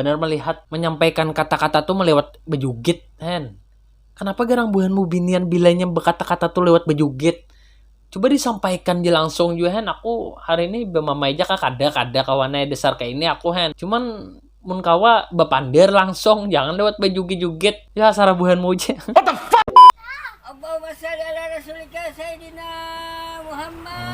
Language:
Banjar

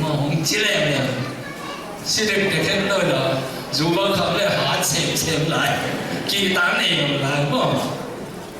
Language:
Tedim Chin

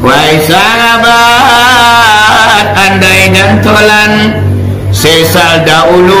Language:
Minangkabau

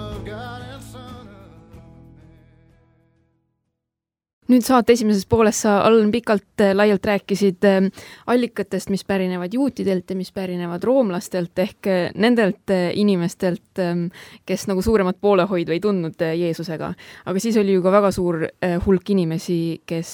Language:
Estonian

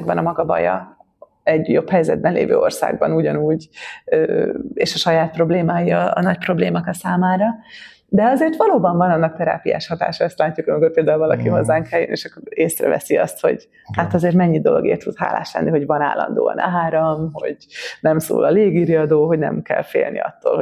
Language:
Hungarian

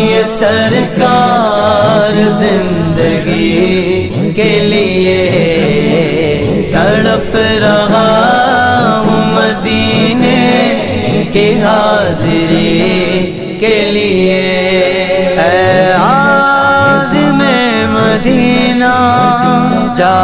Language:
Urdu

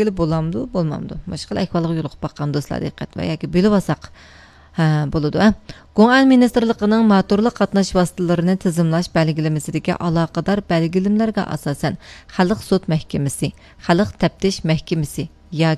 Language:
Uyghur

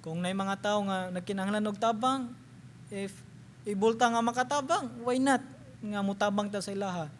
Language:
Cebuano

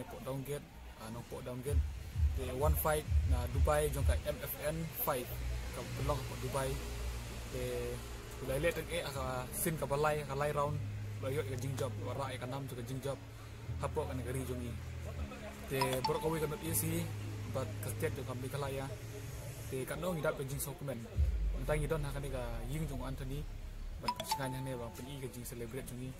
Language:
Khasi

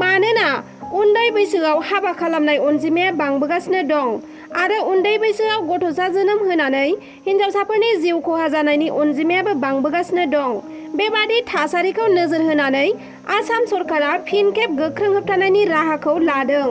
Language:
Bodo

